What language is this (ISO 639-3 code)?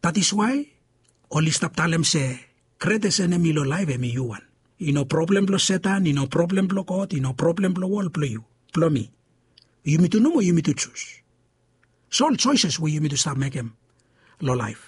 bis